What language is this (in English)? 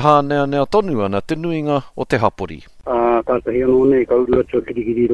Māori